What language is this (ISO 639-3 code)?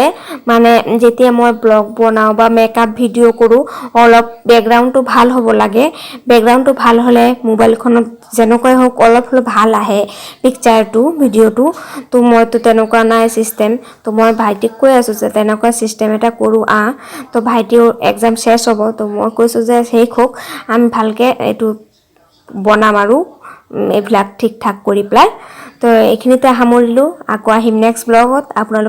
asm